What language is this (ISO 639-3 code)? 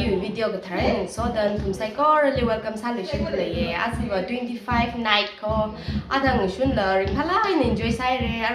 nmf